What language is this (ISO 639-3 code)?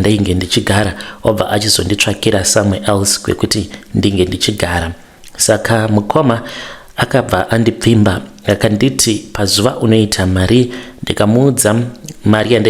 sna